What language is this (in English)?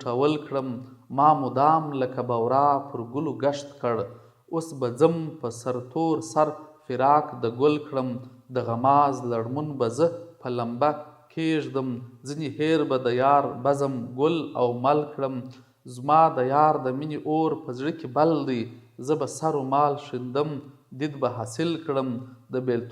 Pashto